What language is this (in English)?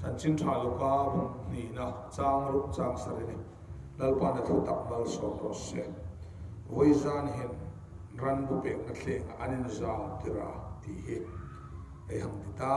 Hmar